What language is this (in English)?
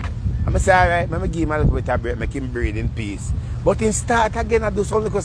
Jamaican Creole English